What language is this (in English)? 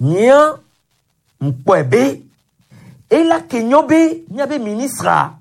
Gen